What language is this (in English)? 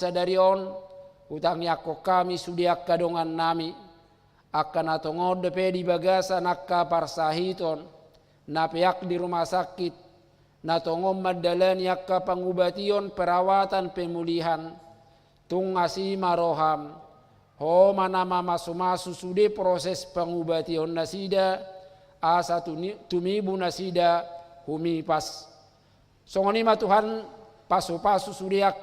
Batak Toba